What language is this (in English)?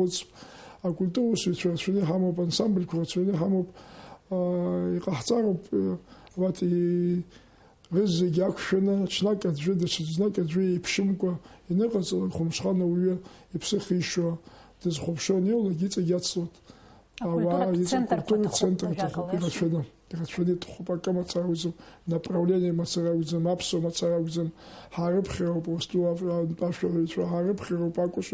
Abkhazian